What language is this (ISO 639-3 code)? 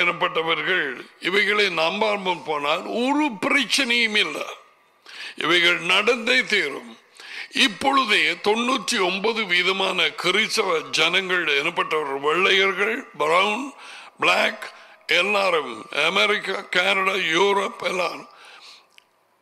tam